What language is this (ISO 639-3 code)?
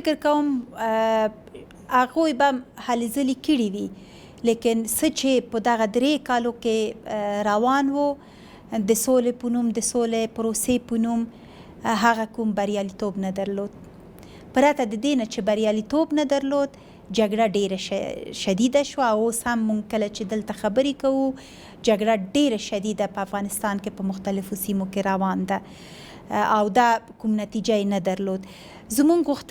pus